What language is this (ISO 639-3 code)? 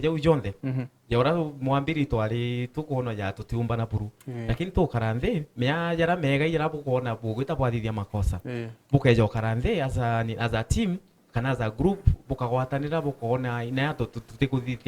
mer